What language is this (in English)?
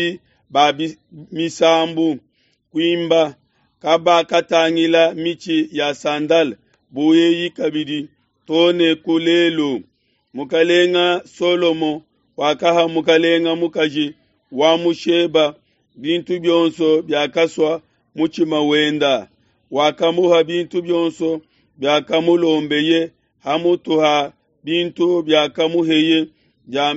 Luba-Lulua